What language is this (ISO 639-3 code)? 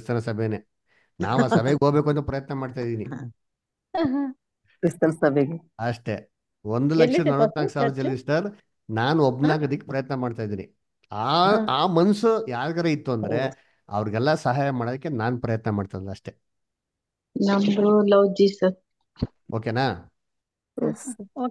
kan